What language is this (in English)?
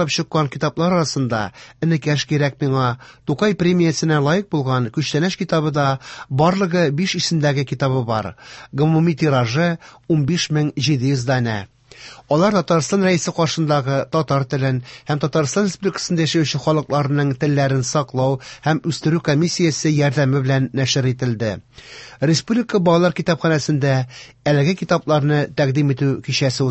Tatar